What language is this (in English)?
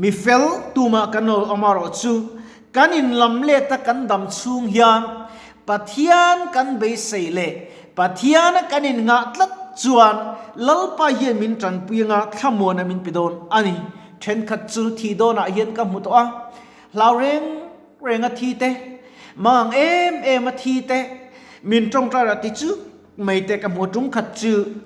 Mizo